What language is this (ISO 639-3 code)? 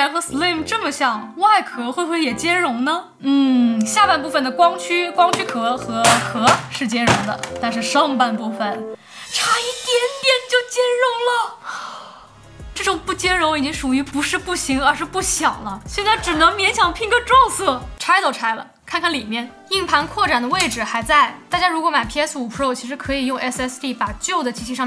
zho